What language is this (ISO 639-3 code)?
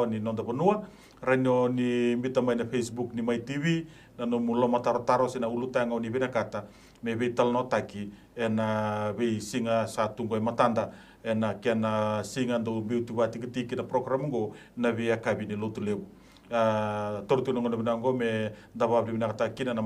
fij